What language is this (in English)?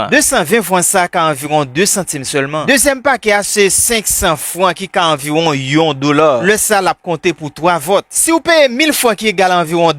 Haitian Creole